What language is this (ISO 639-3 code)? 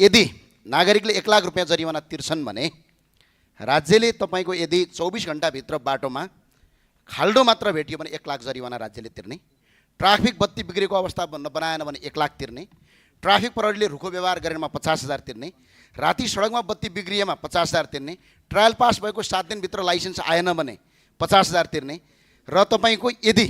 nep